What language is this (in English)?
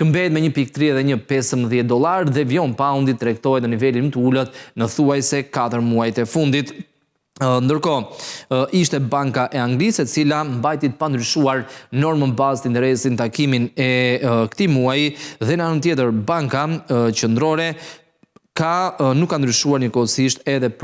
Albanian